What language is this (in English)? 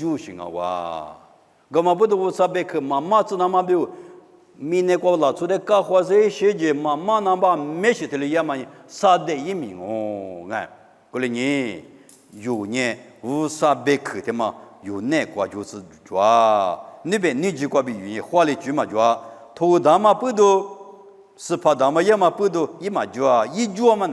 Lisu